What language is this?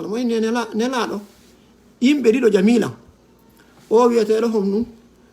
Fula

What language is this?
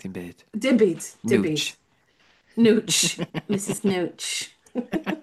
Welsh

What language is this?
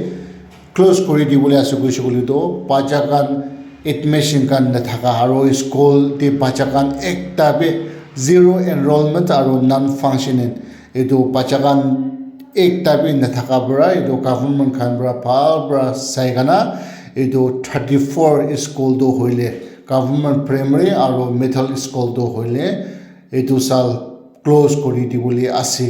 Naga Pidgin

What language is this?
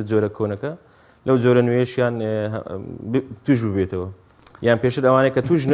Central Kurdish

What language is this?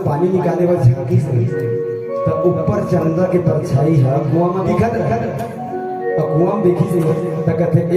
Chhattisgarhi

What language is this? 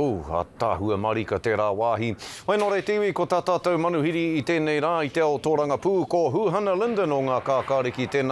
Māori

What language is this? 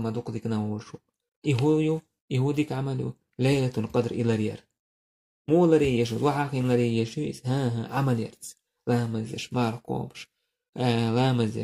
Chechen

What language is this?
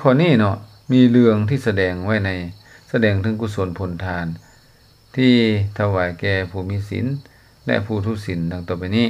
Lao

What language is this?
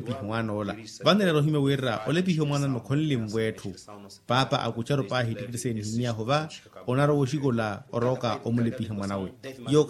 Makhuwa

